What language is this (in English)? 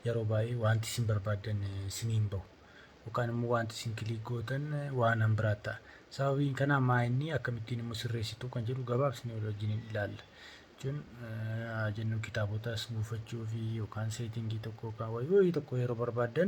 Oromo